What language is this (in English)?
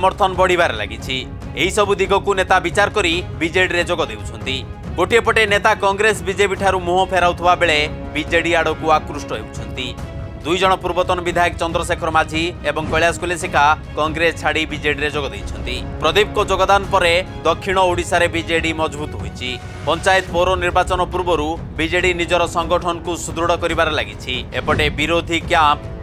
Odia